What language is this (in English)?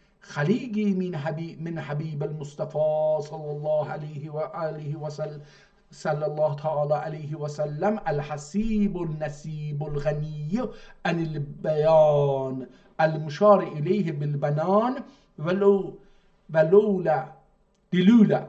South Azerbaijani